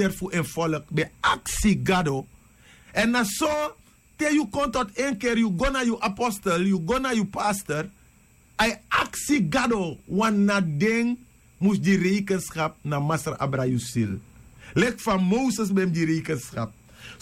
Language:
Sranan Tongo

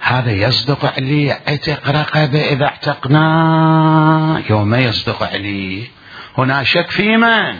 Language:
Mesopotamian Arabic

